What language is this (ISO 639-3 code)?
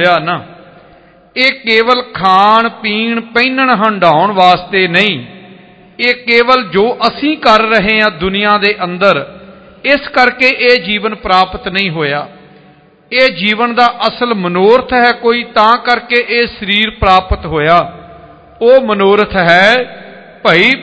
pan